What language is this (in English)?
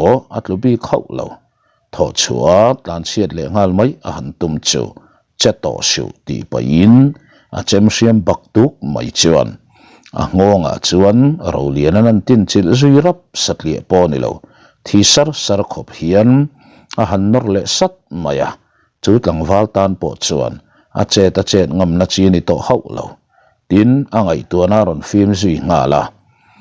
Mizo